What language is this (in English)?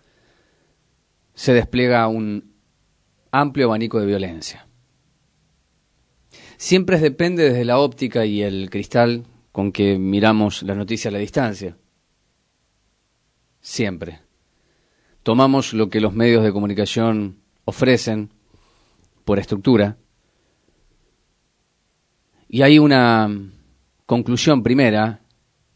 Spanish